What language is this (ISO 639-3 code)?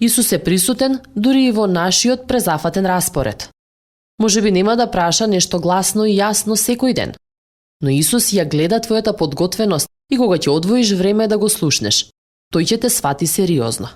mkd